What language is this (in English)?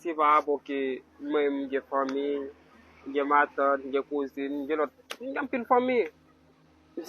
Haitian Creole